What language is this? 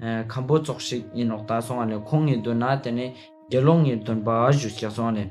Ladakhi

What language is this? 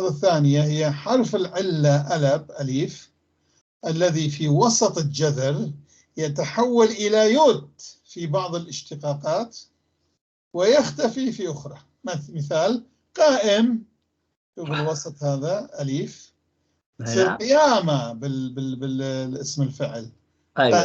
North Levantine Arabic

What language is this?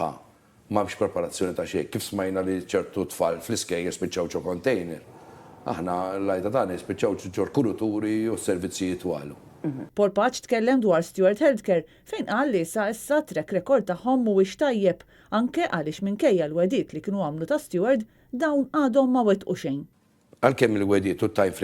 Maltese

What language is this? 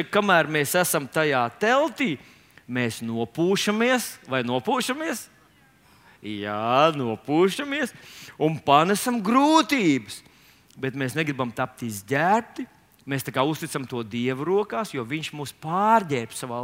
Latvian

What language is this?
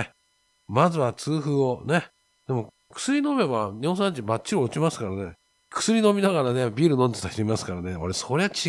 Japanese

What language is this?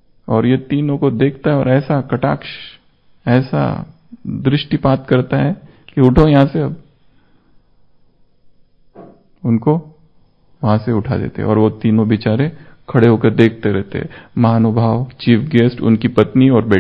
Hindi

